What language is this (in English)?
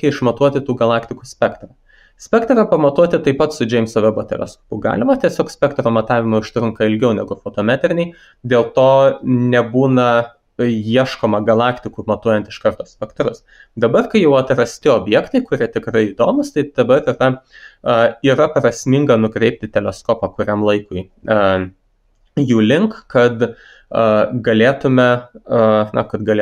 Lithuanian